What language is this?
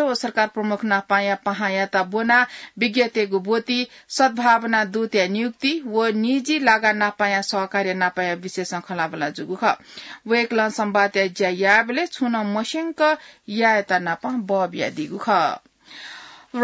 Newari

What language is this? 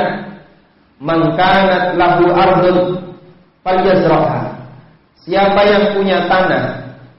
Indonesian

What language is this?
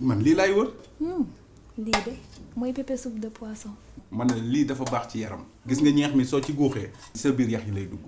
Wolof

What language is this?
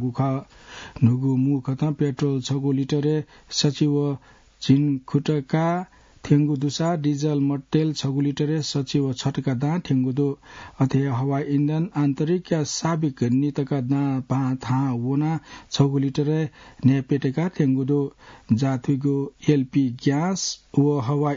Newari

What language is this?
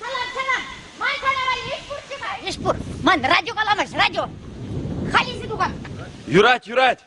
Chuvash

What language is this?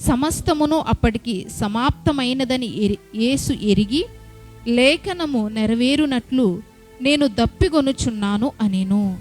Koya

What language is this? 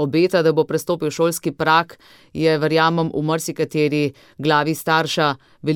Slovenian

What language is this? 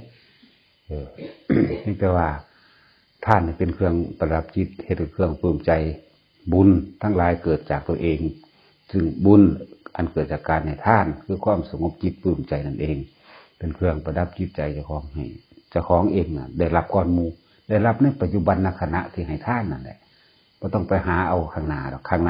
Lao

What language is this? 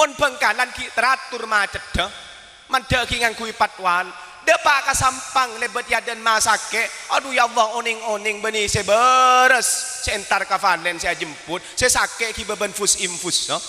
Madurese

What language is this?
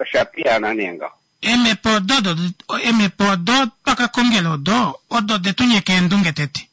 Kuanyama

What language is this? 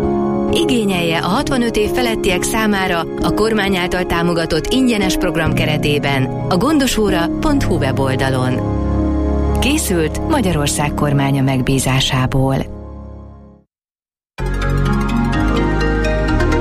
Hungarian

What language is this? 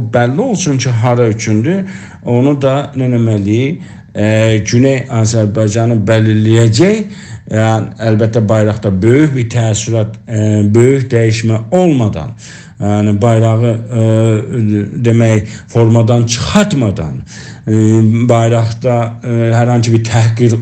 South Azerbaijani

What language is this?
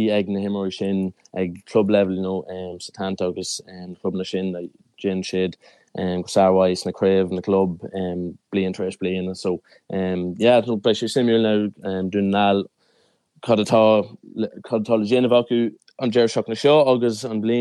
Irish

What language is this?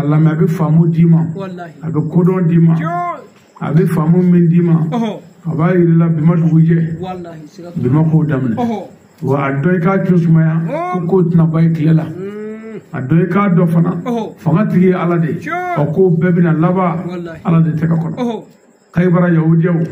Bambara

